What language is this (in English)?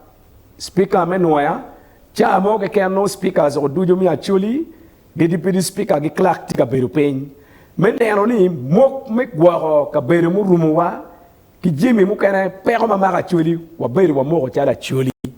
Acoli